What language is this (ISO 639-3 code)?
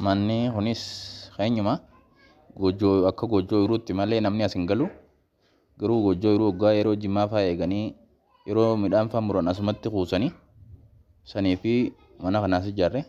orm